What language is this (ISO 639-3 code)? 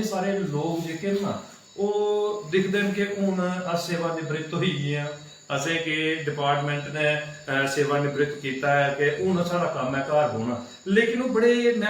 doi